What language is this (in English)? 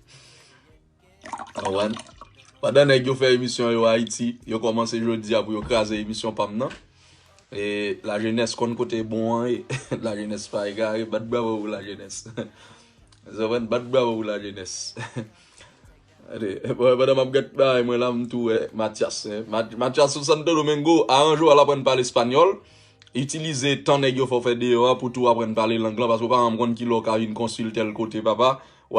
Haitian Creole